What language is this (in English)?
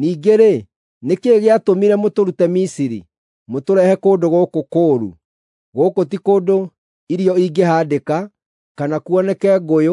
Kikuyu